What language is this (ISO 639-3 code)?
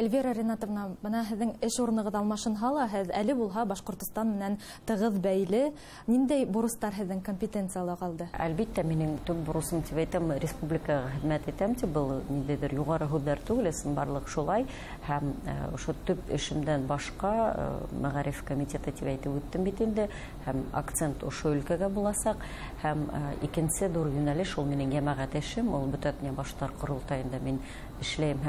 bak